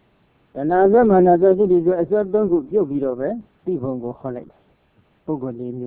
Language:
Burmese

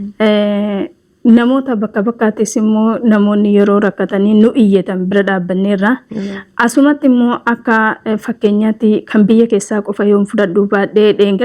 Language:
Oromo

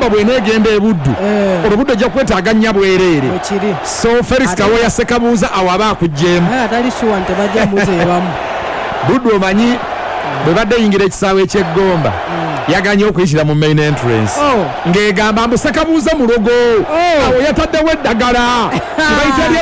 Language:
Ganda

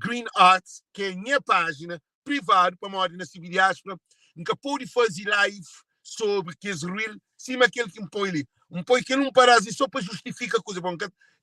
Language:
Kabuverdianu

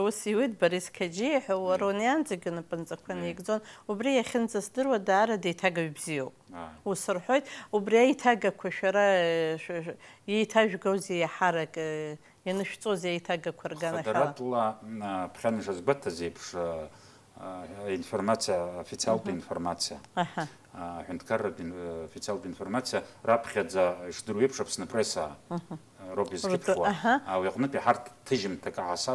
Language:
Abkhazian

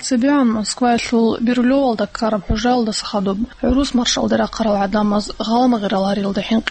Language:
Avaric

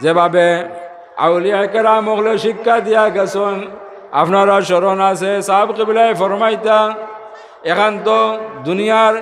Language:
Sylheti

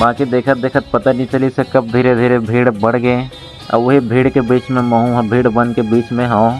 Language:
Chhattisgarhi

